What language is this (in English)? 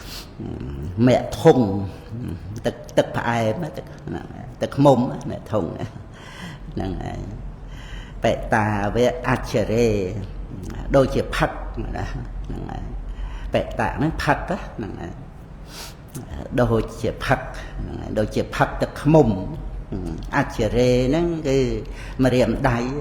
Khmer